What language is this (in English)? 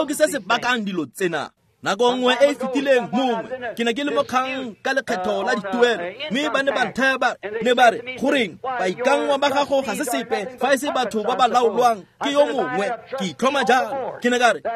Tswana